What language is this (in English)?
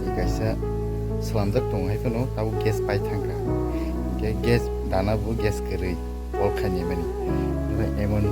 Kok Borok